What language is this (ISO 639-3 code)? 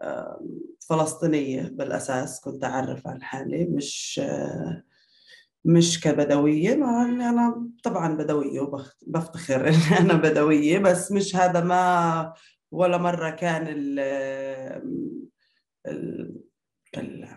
apc